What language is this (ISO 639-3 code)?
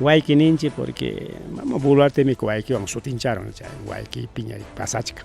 quy